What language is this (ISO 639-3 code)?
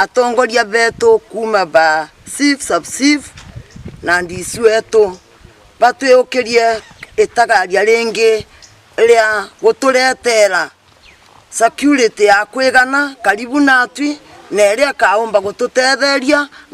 mer